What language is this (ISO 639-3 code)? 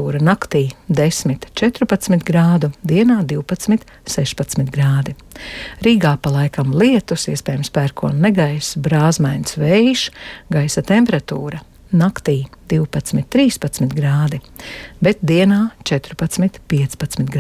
lav